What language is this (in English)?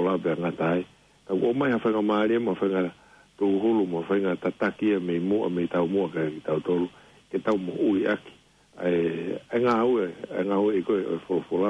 Tongan